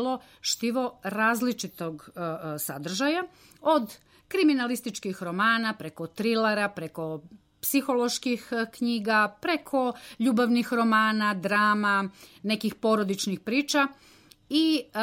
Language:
Serbian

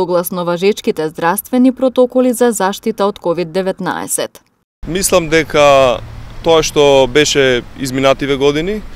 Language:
Macedonian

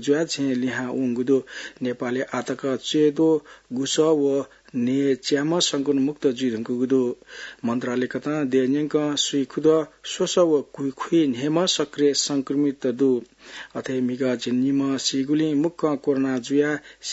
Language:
Newari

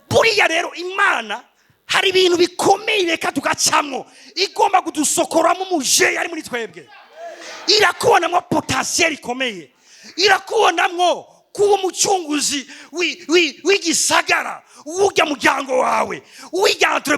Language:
Rundi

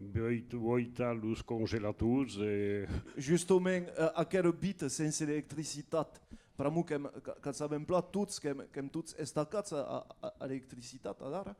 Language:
Occitan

